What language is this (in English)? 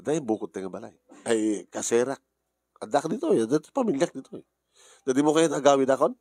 Iloko